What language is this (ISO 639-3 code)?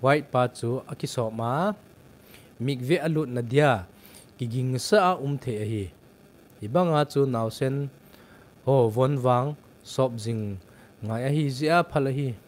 tcz